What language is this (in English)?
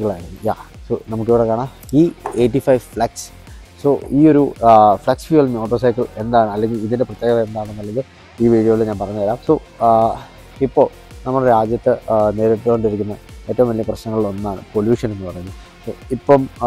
Malayalam